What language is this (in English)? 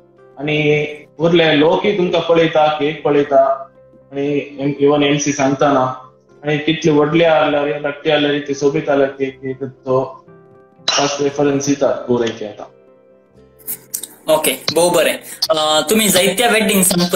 Konkani